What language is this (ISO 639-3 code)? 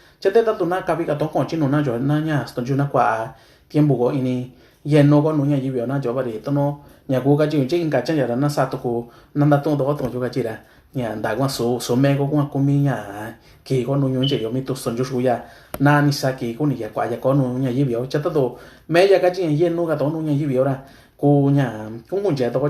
mix